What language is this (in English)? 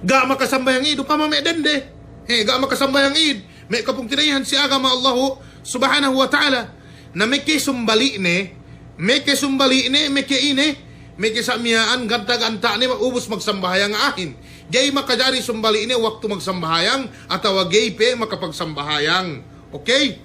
Yakan